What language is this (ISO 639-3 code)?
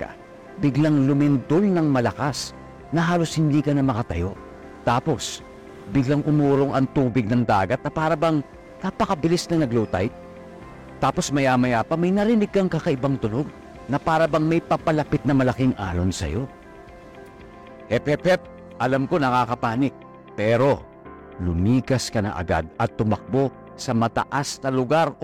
fil